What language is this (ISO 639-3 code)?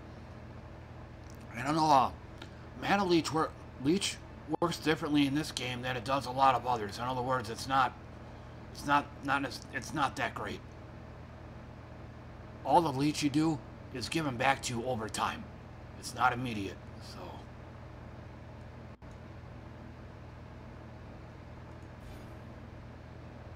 eng